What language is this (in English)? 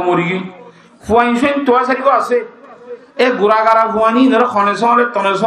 Rohingya